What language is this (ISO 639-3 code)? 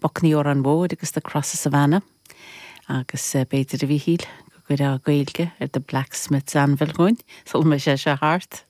gle